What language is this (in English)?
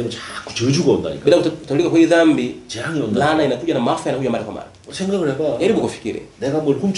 Korean